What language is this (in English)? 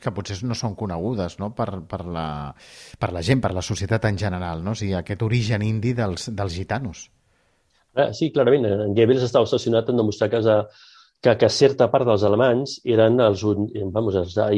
Catalan